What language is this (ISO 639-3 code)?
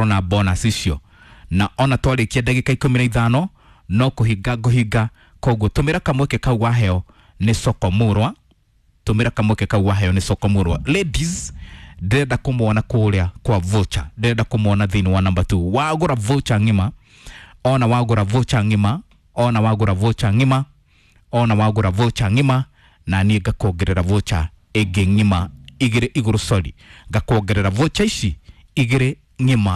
kik